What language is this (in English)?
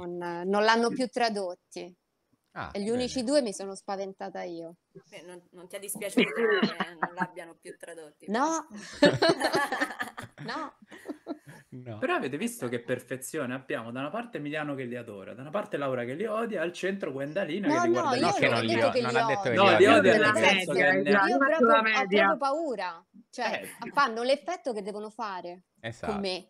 Italian